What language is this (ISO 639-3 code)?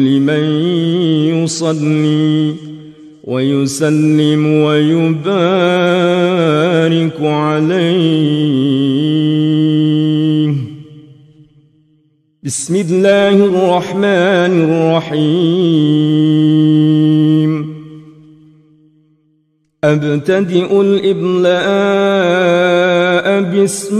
ara